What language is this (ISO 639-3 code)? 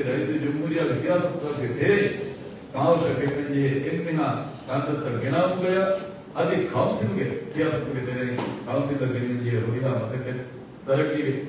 div